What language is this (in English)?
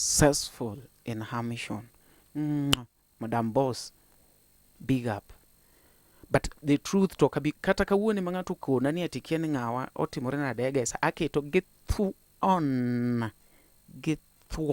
Luo (Kenya and Tanzania)